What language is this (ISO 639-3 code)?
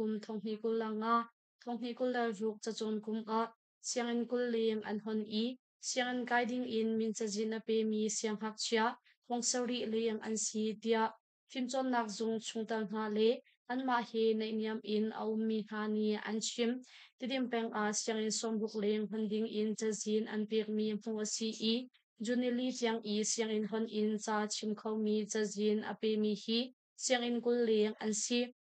cnh